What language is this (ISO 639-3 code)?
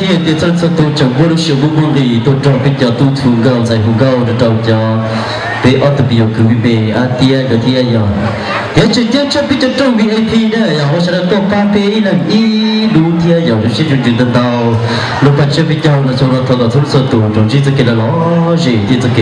hmn